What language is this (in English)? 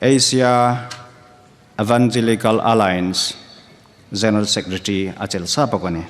Hmar